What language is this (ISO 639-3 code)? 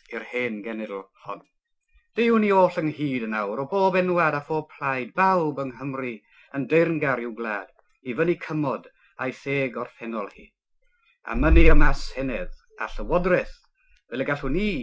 cym